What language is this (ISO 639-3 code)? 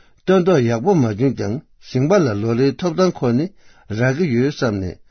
bod